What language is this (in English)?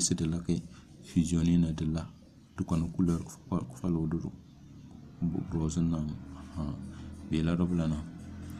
Tem